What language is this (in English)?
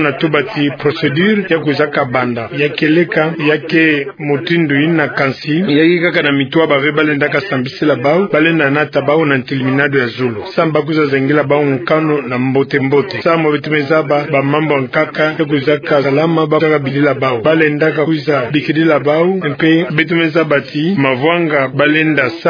Kituba (Democratic Republic of Congo)